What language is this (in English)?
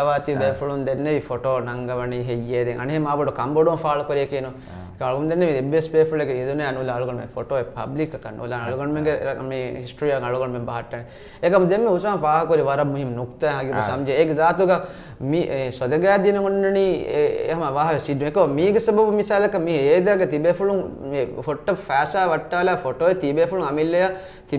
Divehi